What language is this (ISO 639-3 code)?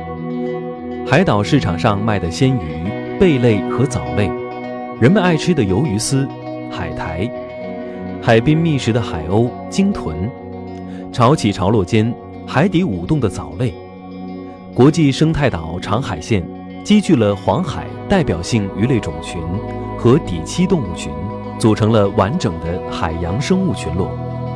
zho